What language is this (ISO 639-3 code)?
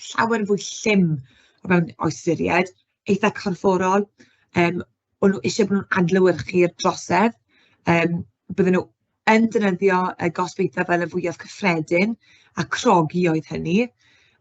cym